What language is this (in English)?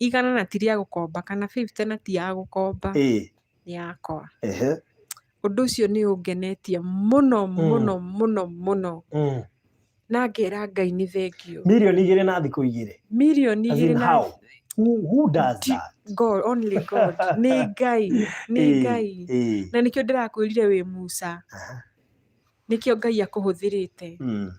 Kikuyu